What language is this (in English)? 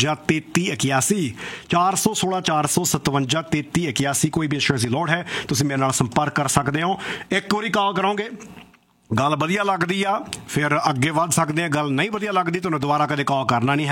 Punjabi